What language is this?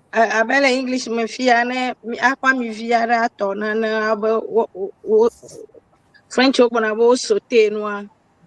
Ewe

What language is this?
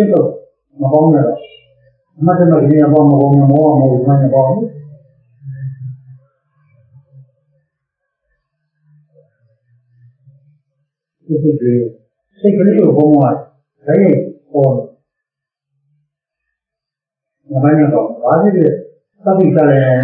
Burmese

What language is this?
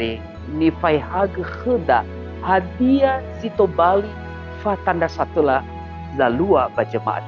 Nias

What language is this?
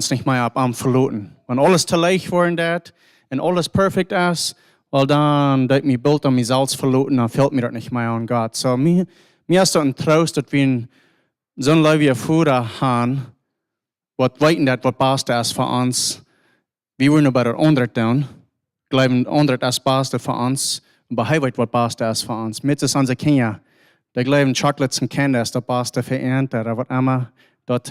Plautdietsch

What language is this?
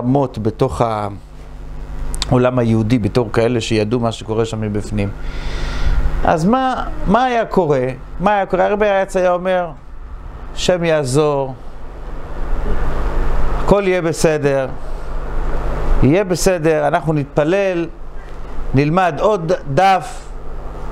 Hebrew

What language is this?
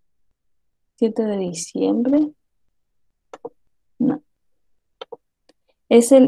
Spanish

